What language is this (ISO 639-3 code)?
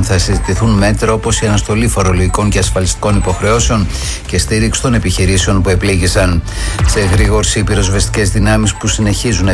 ell